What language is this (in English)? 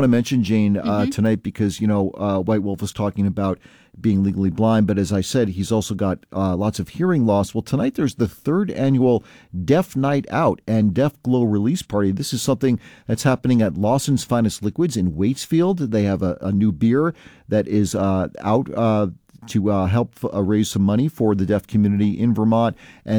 English